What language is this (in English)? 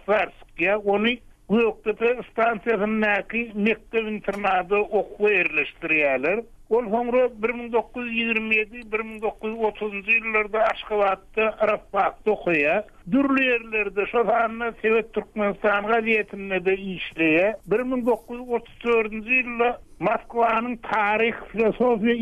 Turkmen